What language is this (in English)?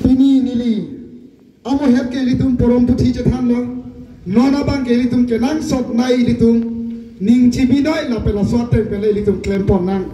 Karbi